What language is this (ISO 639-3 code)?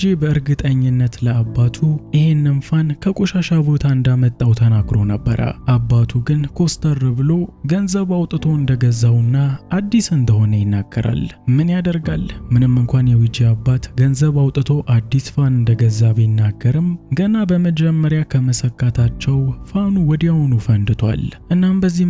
amh